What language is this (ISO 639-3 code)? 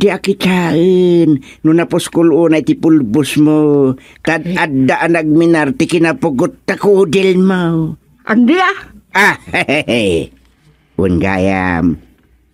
ilo